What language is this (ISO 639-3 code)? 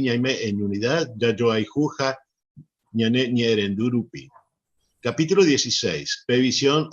grn